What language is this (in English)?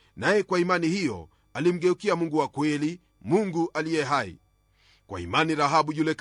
Swahili